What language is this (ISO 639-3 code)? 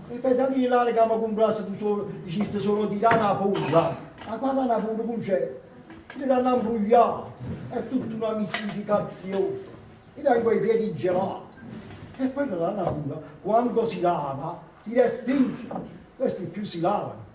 nap